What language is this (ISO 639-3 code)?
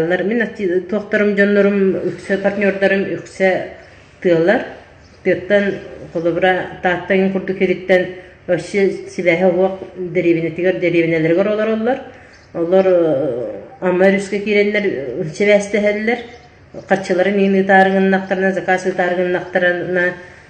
sah